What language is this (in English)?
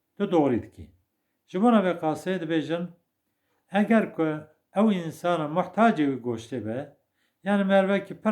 Kurdish